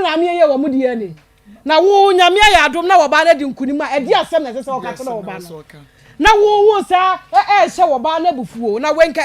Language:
Akan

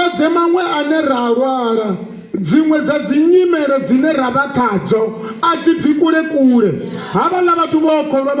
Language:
Venda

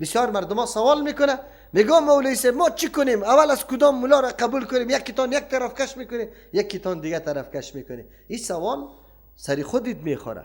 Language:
Persian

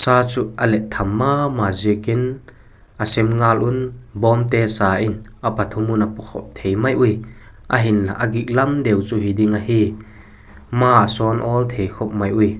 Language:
Vaiphei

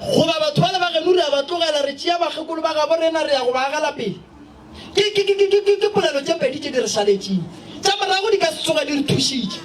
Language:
Northern Sotho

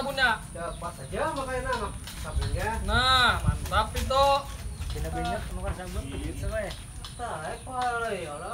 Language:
Banjar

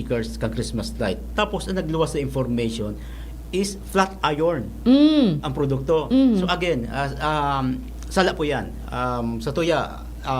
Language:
Bikol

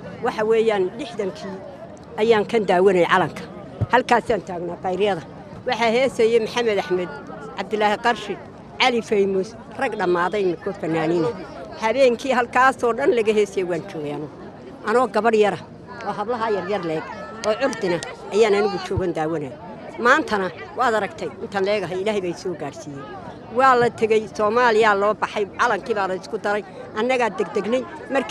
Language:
Somali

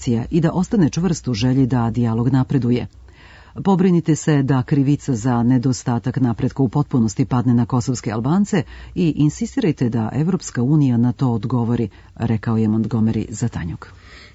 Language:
Serbian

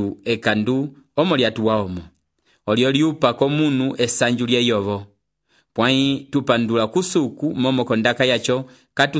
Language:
Umbundu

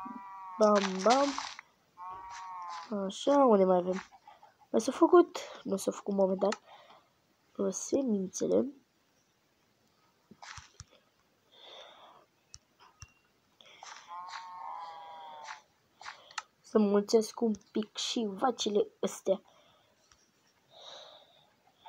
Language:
Romanian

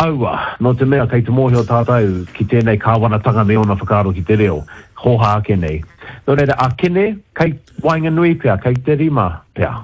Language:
Māori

